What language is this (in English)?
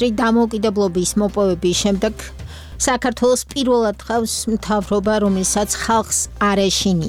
Georgian